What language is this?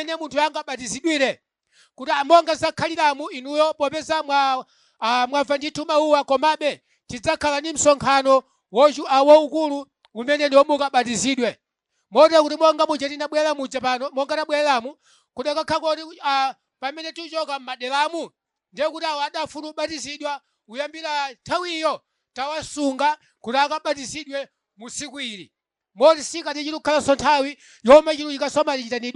Nyanja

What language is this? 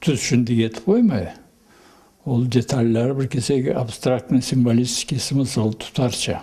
Karachay-Balkar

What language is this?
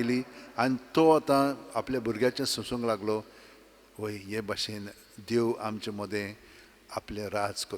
Konkani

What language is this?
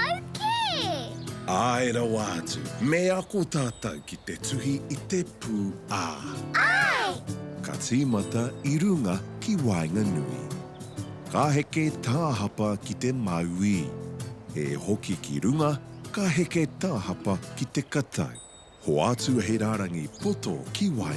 Māori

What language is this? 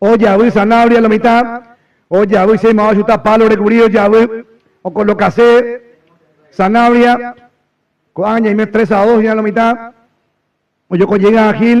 Guarani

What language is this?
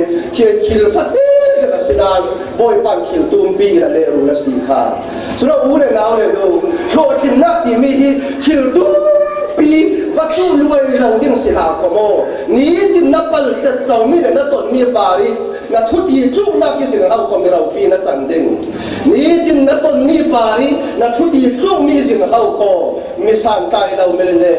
Falam Chin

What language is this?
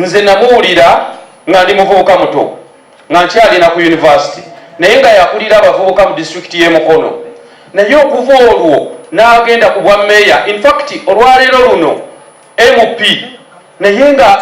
Ganda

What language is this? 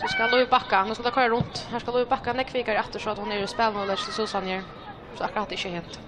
Faroese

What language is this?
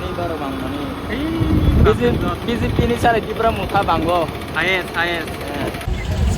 Kok Borok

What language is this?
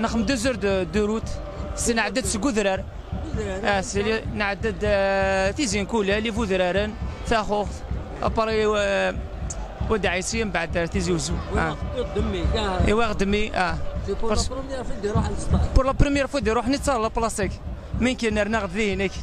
Kabyle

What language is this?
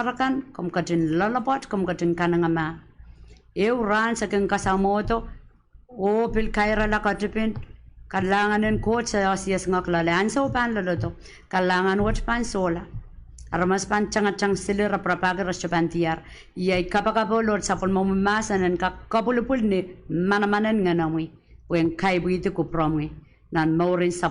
Pohnpeian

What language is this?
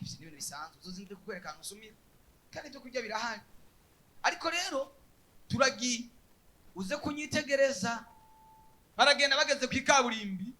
Rundi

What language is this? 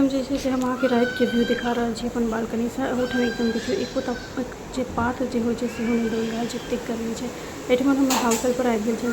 Maithili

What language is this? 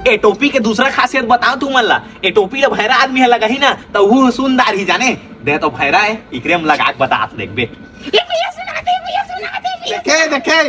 Chhattisgarhi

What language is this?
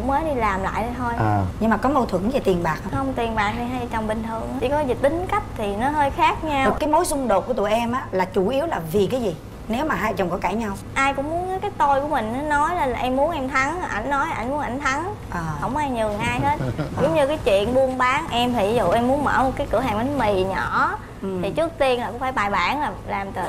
Vietnamese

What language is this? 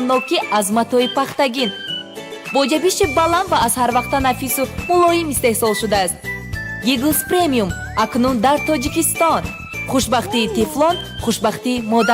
Tajik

